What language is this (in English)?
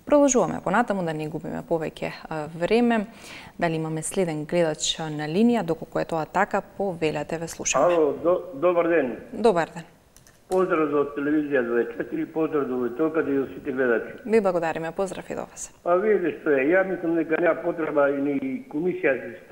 Macedonian